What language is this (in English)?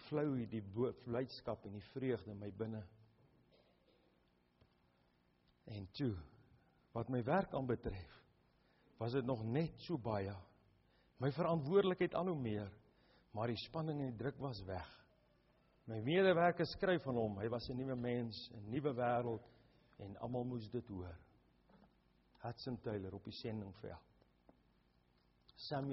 Afrikaans